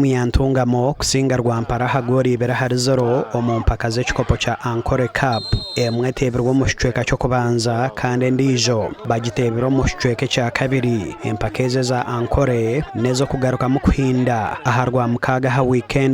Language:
Nyankole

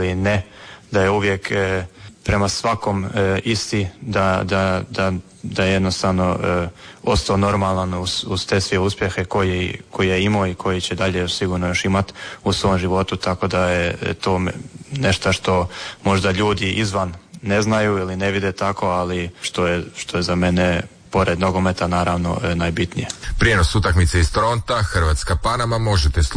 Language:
Croatian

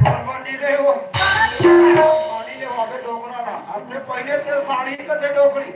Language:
Chhattisgarhi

